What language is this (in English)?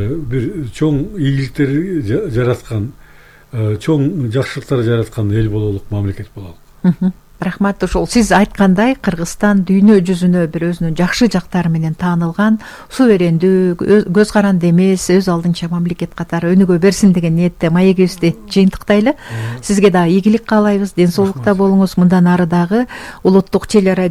Kyrgyz